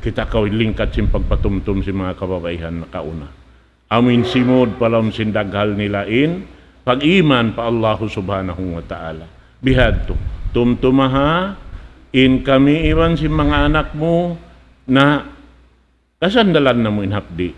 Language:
Tausug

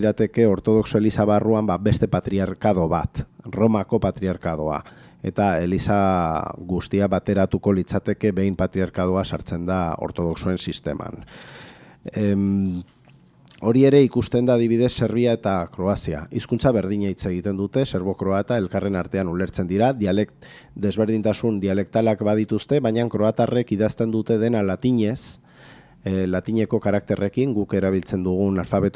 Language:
Basque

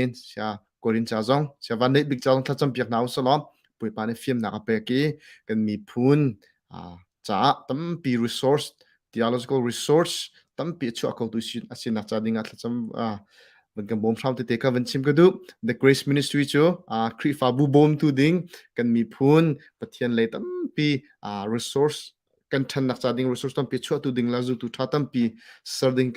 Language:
Hakha Chin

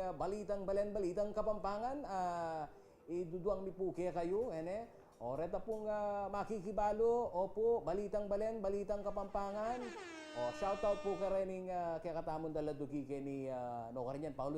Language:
Pampanga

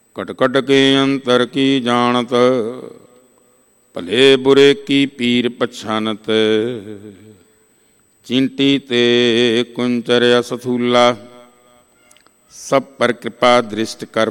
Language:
Punjabi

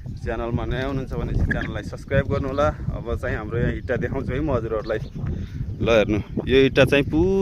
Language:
Nepali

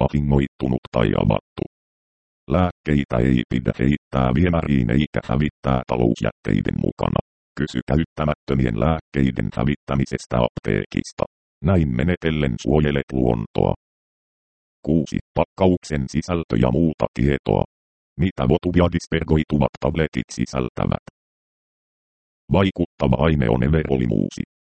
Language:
Finnish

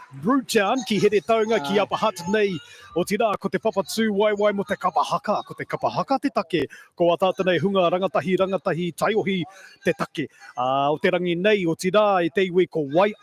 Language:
Māori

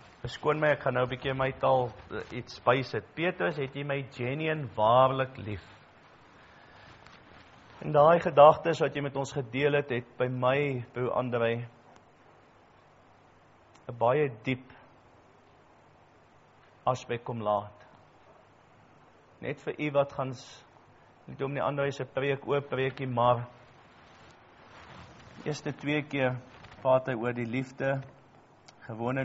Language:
Afrikaans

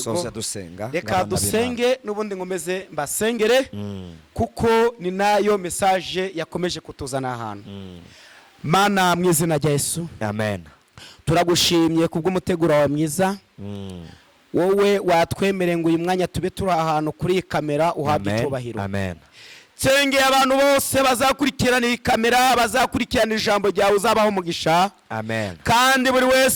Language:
Kinyarwanda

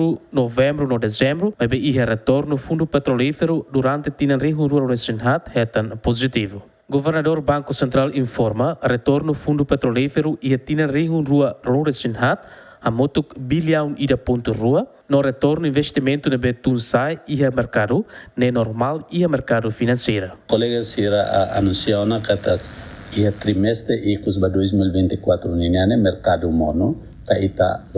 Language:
Tetum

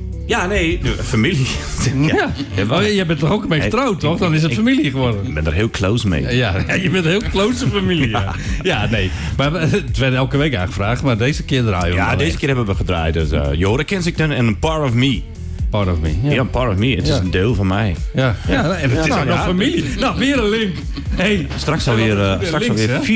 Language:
Dutch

